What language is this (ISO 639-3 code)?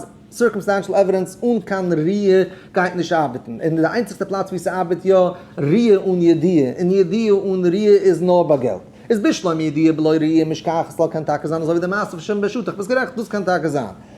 yid